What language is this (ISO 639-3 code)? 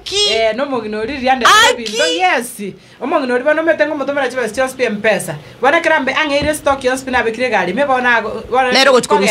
guz